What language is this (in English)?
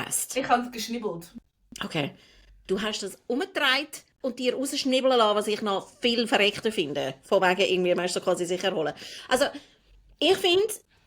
Swiss German